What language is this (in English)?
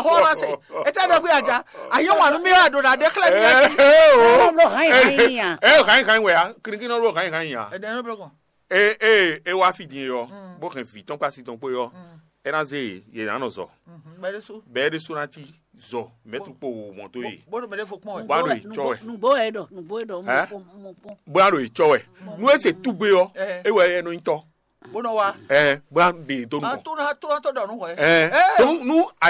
Fon